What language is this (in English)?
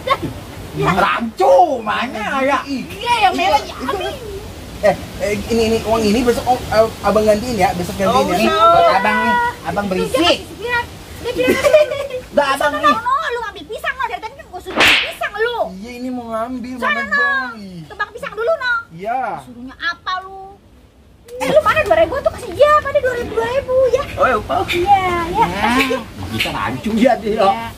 Betawi